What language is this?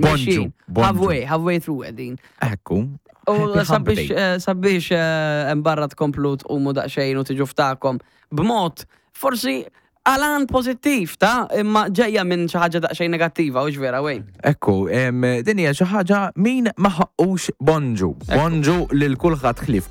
Maltese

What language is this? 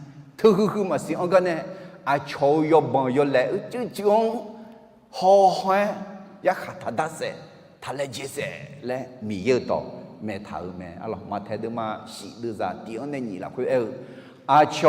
Akha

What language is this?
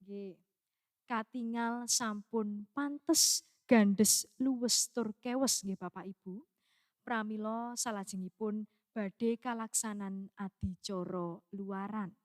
Javanese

